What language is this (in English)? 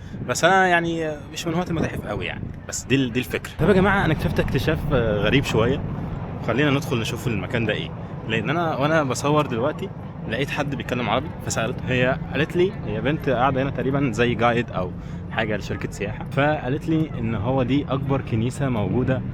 Egyptian Arabic